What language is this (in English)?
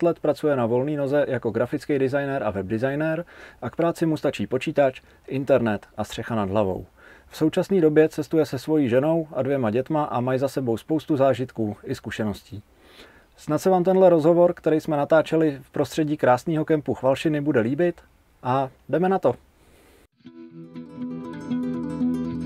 Czech